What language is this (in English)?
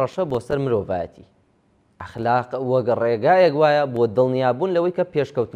Central Kurdish